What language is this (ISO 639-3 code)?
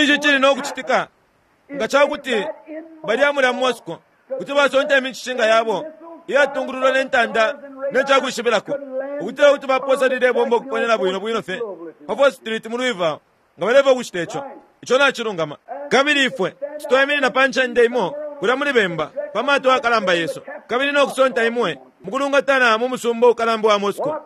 bem